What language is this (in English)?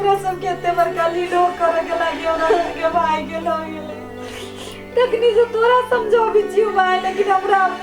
Maithili